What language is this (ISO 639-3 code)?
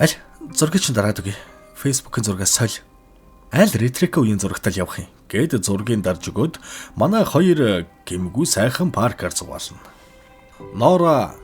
mon